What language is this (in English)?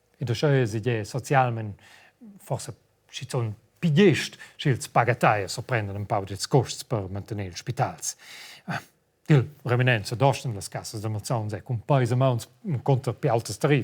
Romansh